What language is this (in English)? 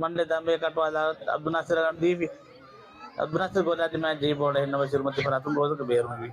Divehi